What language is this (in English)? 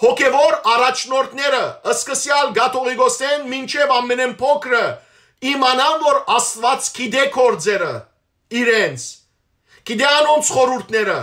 Western Armenian